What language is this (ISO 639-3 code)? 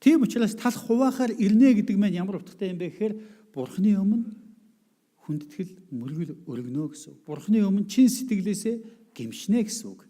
mon